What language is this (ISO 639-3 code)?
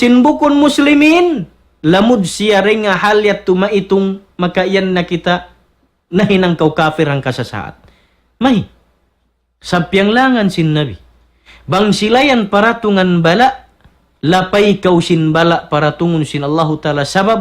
tsg